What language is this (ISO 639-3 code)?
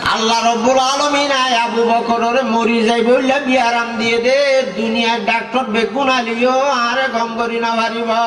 rhg